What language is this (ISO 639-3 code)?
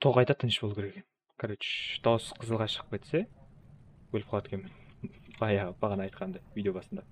kaa